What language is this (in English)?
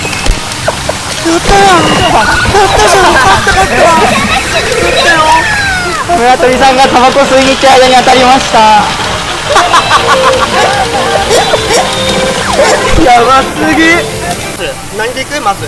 Japanese